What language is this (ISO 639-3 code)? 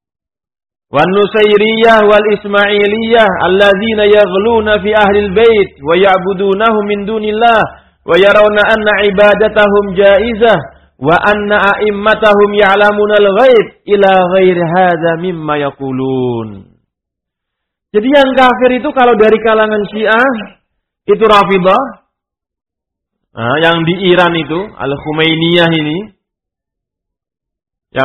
ind